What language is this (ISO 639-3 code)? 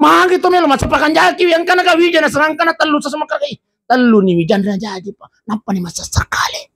bug